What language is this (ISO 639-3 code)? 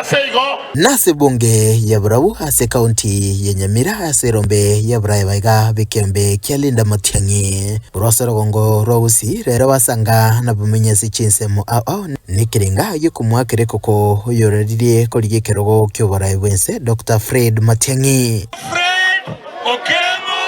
guz